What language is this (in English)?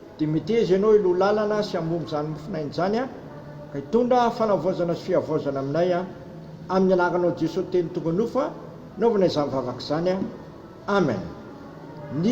Malagasy